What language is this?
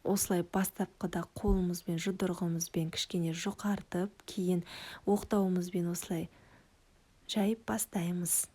Kazakh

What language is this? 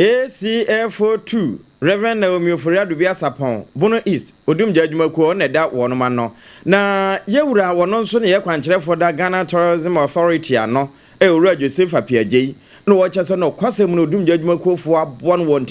Akan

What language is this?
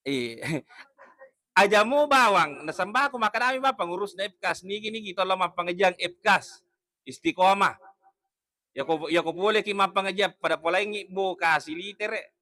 Buginese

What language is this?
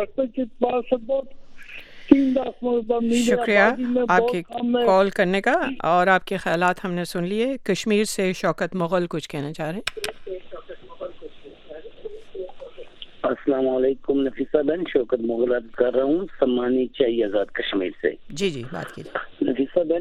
Urdu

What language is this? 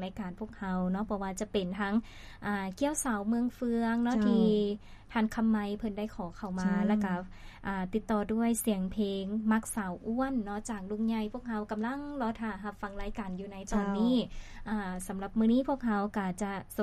Lao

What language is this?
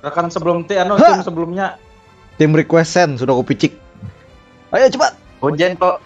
Banjar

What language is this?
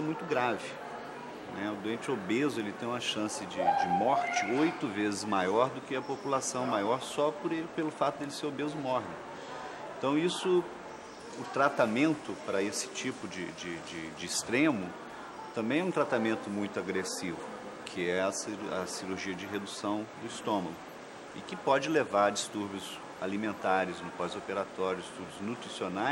Portuguese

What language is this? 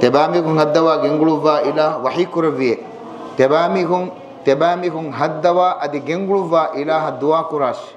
Divehi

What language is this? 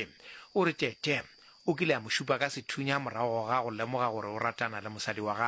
Northern Sotho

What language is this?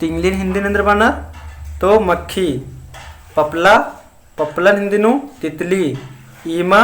Kurukh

